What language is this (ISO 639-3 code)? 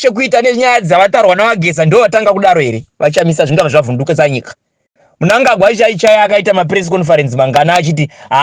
sna